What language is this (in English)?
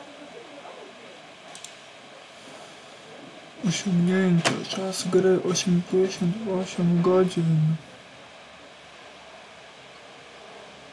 Polish